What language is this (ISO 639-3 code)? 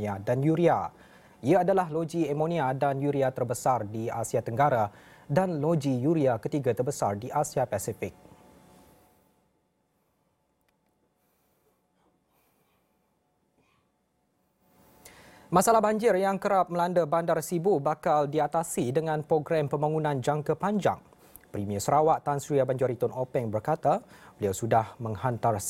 msa